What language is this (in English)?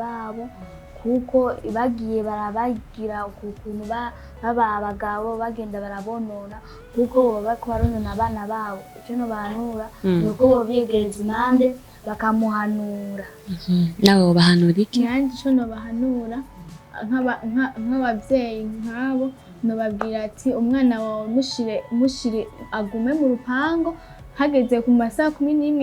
Rundi